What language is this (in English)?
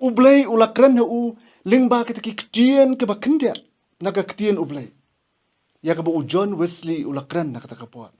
Khasi